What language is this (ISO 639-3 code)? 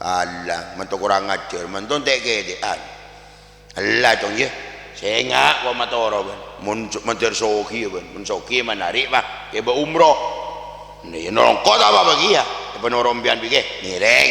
mad